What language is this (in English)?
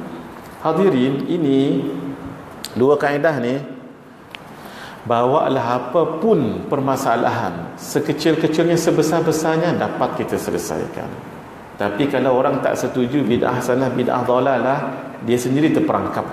Malay